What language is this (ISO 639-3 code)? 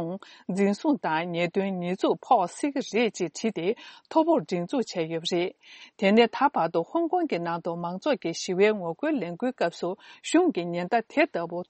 bod